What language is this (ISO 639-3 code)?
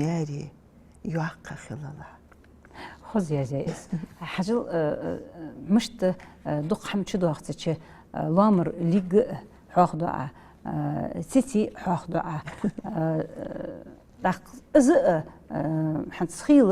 inh